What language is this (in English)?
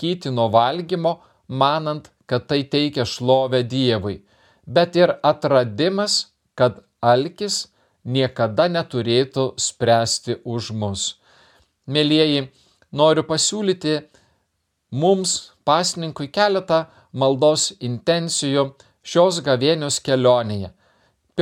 Lithuanian